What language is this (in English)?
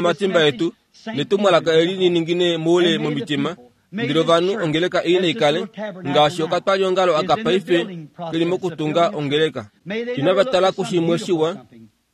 Kuanyama